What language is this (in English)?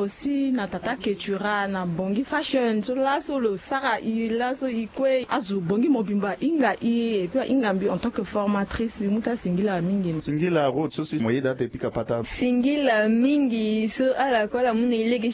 Sango